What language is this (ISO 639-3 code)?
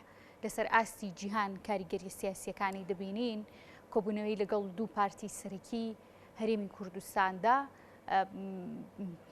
ckb